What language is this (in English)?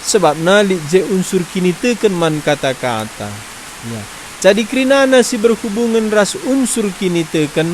Batak Karo